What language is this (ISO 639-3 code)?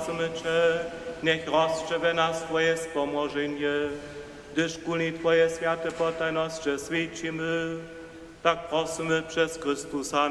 hsb